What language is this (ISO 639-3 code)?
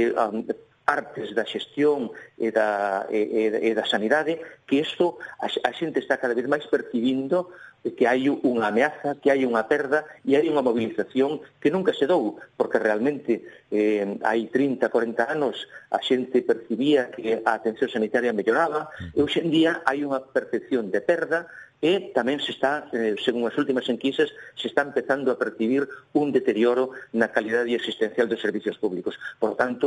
glg